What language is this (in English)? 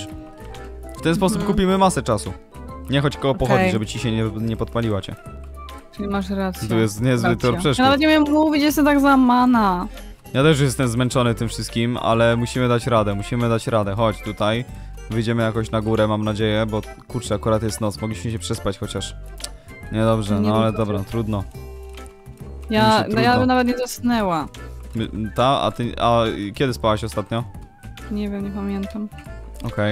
Polish